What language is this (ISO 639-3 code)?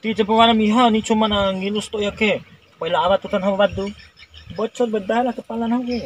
bhp